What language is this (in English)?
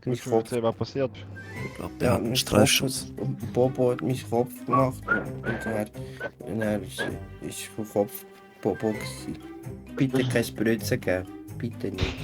Swiss German